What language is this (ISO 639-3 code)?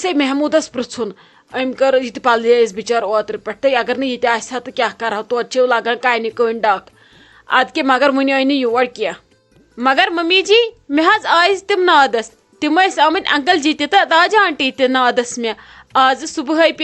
kas